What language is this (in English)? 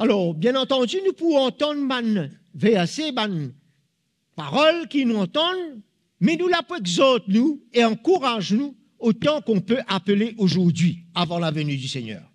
Morisyen